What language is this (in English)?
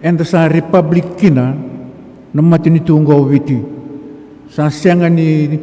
Fijian